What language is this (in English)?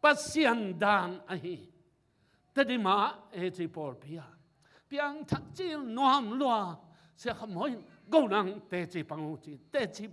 Tedim Chin